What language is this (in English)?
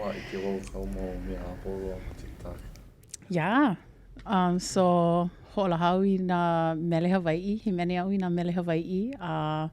Hawaiian